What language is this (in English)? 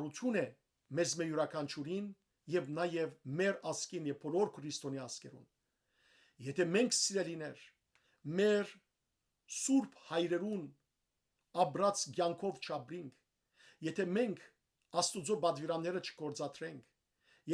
Western Armenian